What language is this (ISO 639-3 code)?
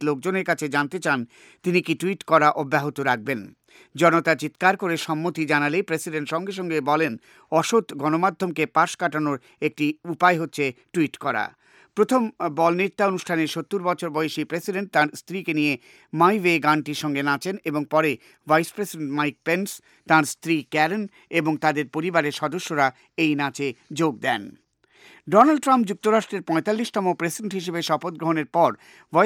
ben